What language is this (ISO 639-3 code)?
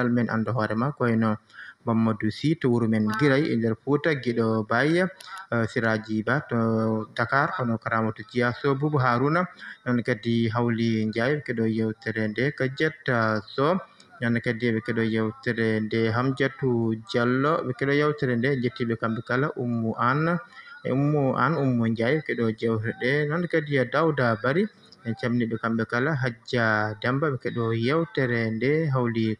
ful